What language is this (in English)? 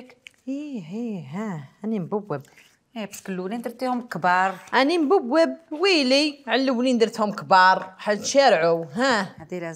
Algerian Arabic